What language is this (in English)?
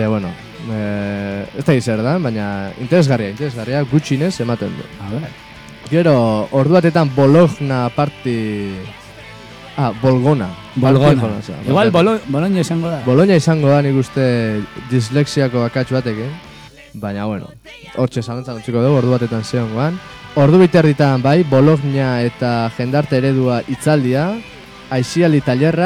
Basque